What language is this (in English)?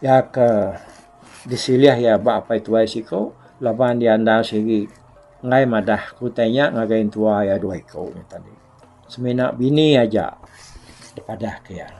Iban